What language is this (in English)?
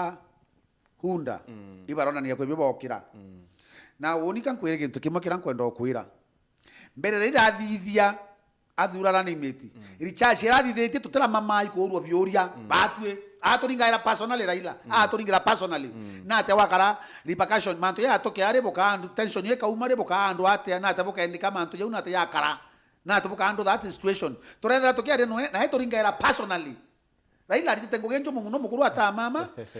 Meru